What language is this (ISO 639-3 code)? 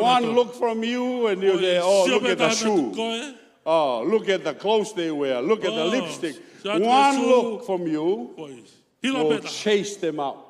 ton